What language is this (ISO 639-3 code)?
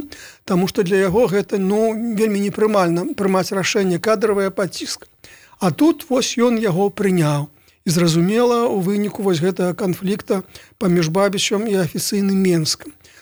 bel